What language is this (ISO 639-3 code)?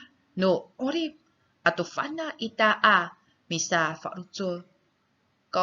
ami